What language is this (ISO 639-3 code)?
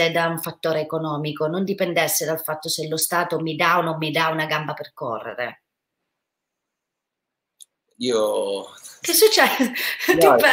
ita